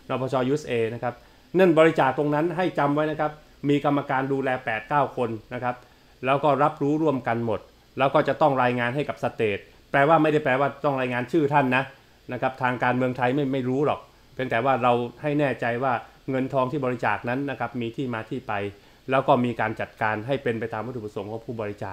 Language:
Thai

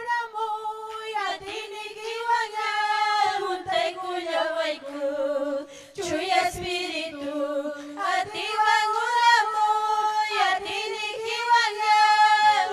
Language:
Ayacucho Quechua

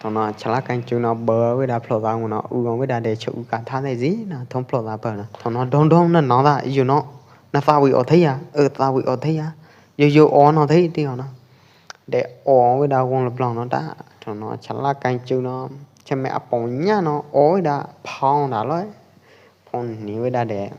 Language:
Pwo Eastern Karen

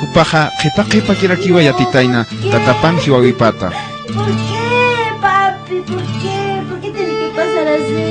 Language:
Aymara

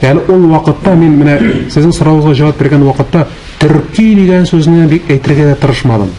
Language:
Tatar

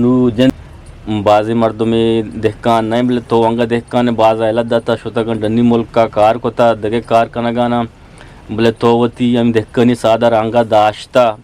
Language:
Eastern Balochi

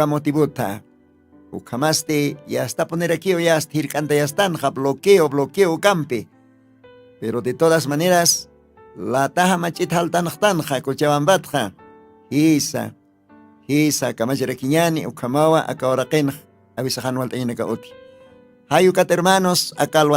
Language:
Aymara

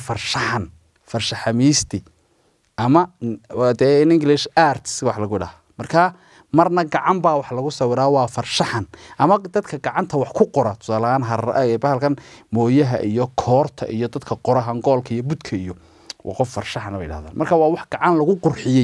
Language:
Somali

